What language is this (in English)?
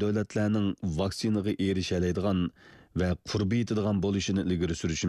Uyghur